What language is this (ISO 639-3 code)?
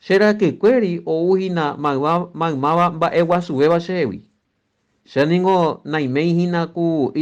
grn